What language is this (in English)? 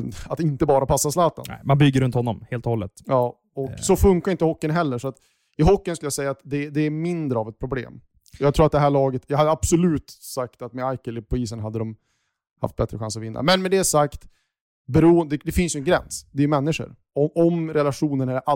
Swedish